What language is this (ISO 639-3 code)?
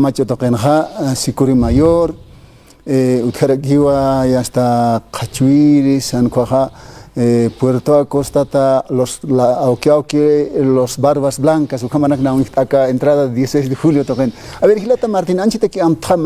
aym